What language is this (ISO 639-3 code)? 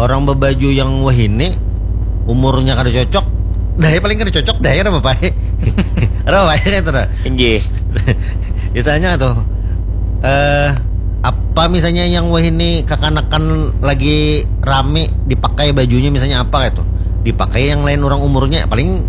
bjn